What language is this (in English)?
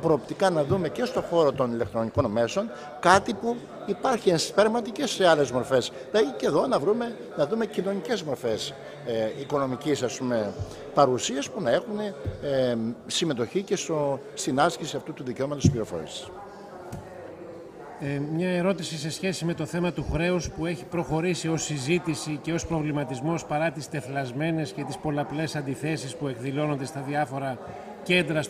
Greek